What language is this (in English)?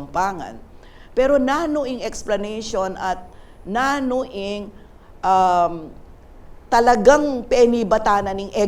Pampanga